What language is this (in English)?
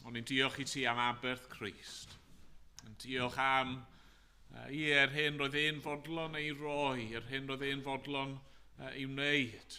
Welsh